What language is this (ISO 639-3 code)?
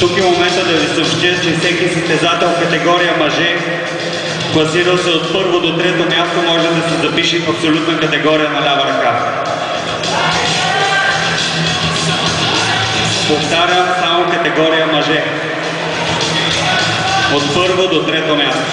bul